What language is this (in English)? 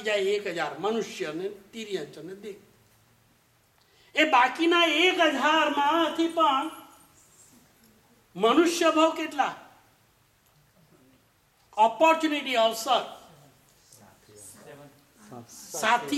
Gujarati